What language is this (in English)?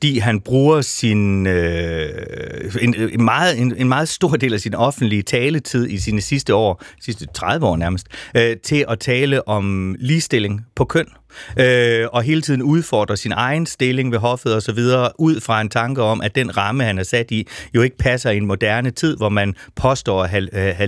Danish